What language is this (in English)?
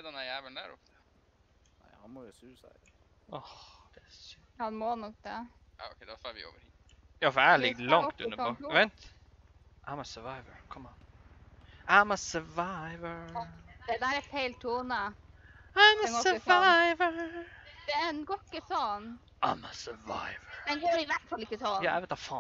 Norwegian